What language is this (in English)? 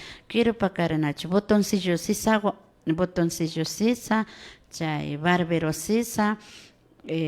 Imbabura Highland Quichua